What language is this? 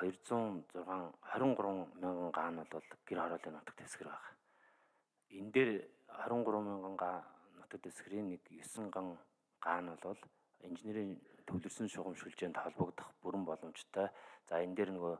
Mongolian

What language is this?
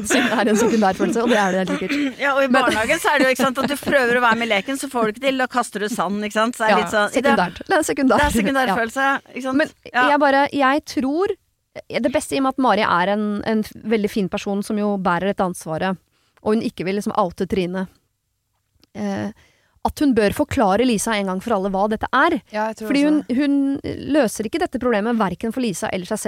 Norwegian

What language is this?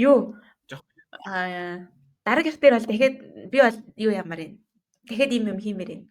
Mongolian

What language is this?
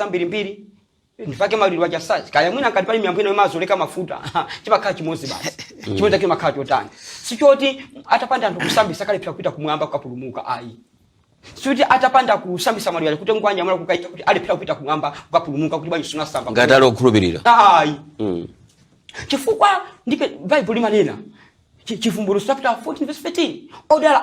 Nyanja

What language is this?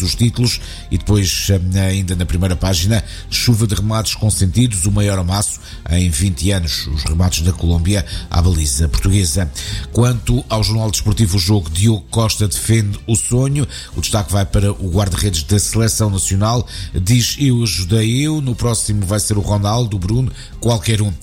Portuguese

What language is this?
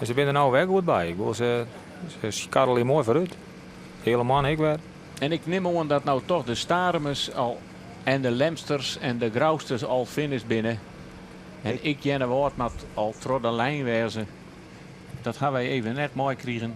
Western Frisian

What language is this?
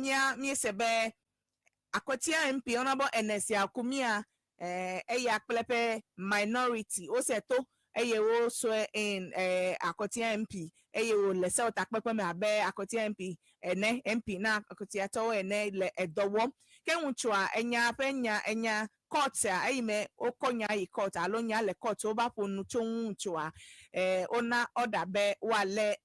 Ewe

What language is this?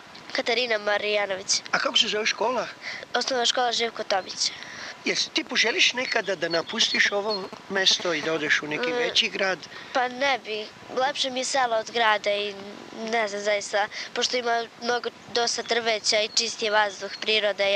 Serbian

